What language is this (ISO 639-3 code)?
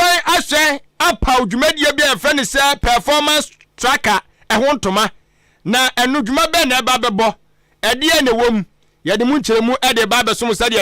aka